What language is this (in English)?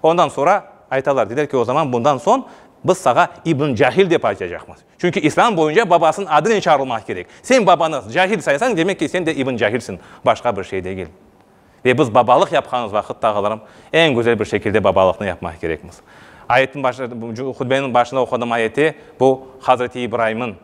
Crimean Tatar